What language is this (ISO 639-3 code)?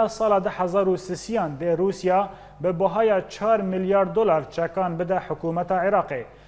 kur